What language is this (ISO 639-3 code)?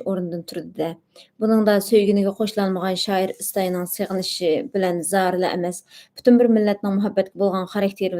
uig